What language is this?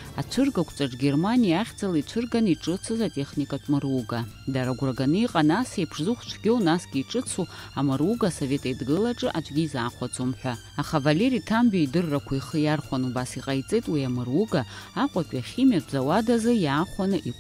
Abkhazian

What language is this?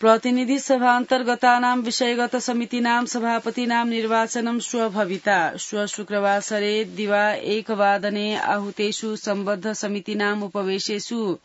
Sanskrit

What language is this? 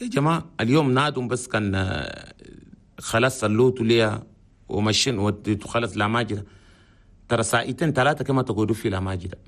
Chadian Arabic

